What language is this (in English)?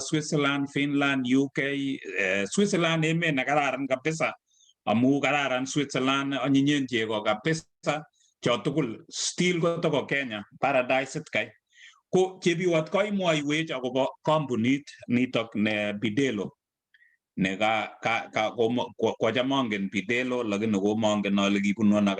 Kalenjin